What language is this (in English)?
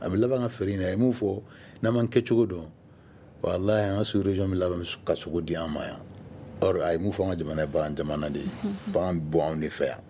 Bambara